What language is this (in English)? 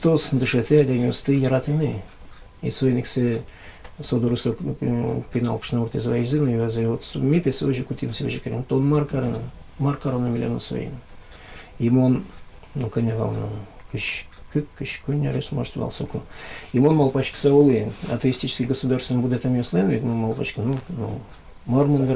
Udmurt